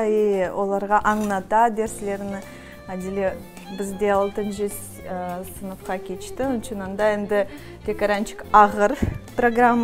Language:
Crimean Tatar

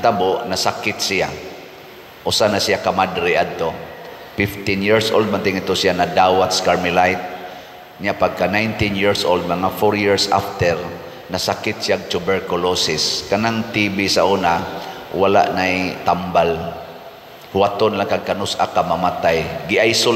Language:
Cebuano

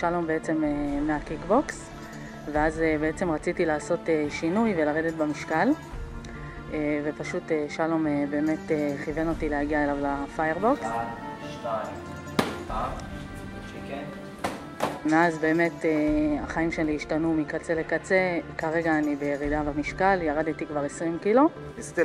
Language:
Hebrew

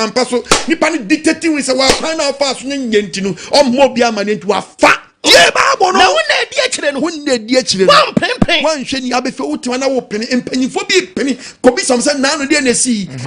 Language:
Akan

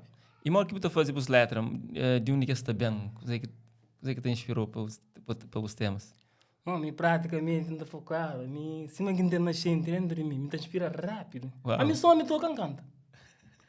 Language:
Kabuverdianu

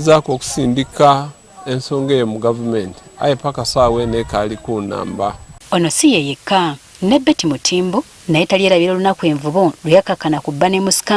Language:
Ganda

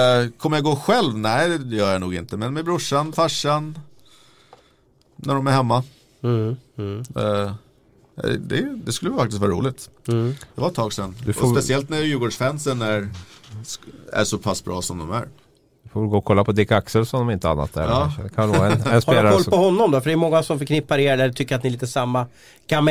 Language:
Swedish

